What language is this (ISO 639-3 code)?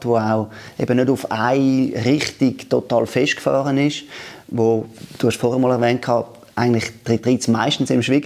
gsw